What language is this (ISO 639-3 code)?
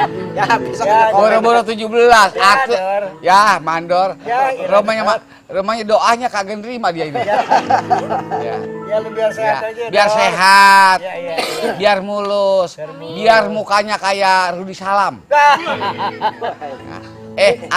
bew